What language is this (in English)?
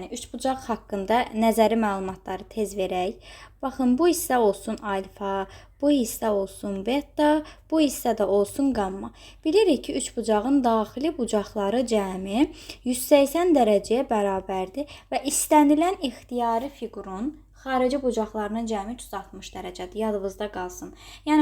Azerbaijani